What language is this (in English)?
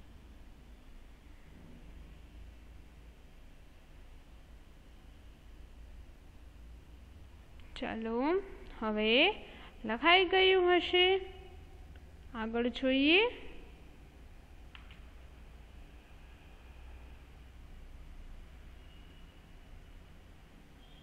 Gujarati